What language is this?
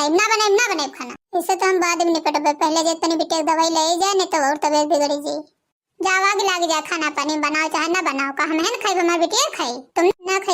Awadhi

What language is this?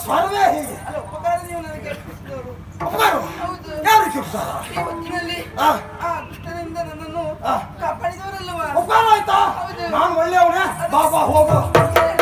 Kannada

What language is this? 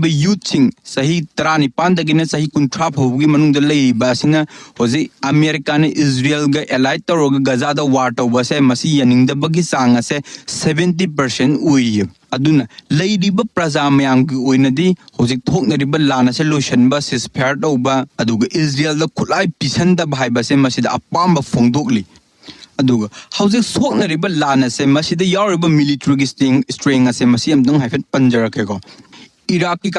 Manipuri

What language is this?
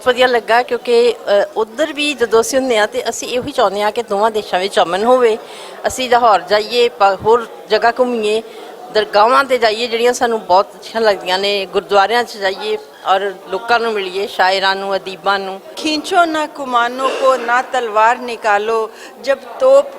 Western Panjabi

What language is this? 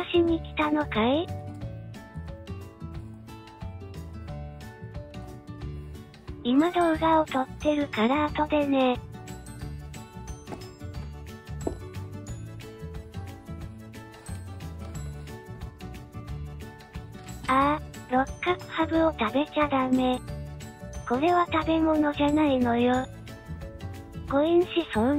Japanese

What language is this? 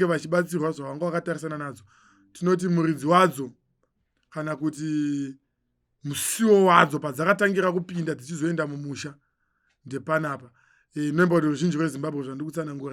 Shona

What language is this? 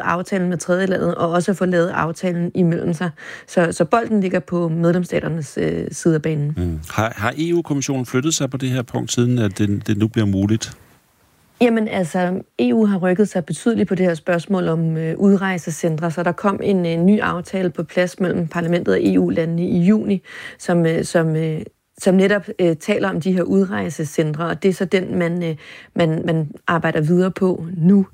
Danish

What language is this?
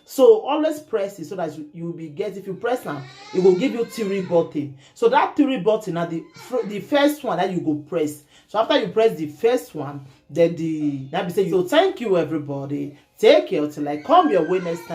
Nigerian Pidgin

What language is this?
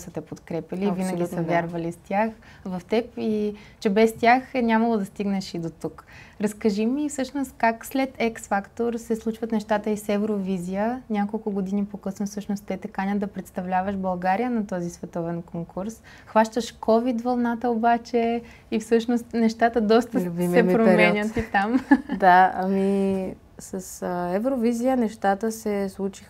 Bulgarian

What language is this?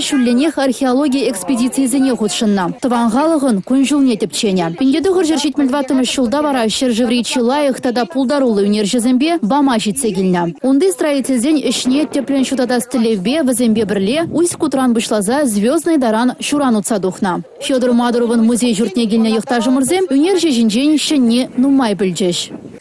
Chuvash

